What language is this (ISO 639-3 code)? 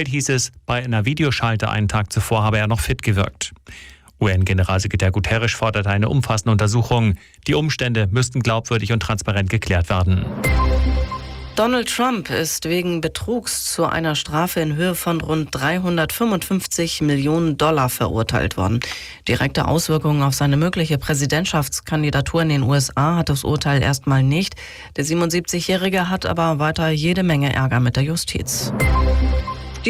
deu